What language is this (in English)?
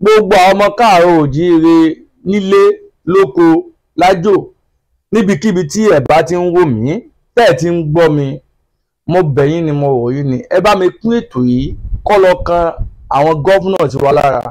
Yoruba